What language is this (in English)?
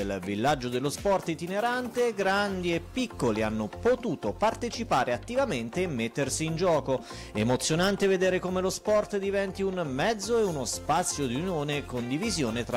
Italian